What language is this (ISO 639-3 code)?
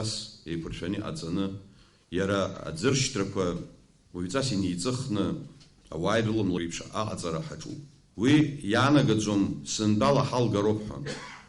abk